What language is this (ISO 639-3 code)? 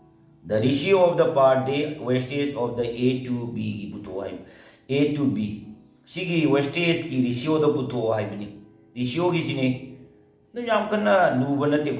mni